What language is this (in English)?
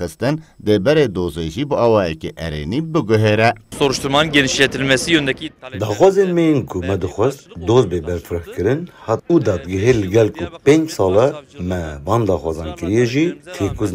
Kurdish